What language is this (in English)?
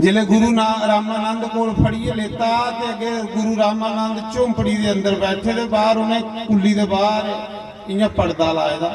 Dogri